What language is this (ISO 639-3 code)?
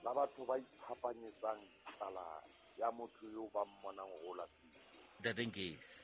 sot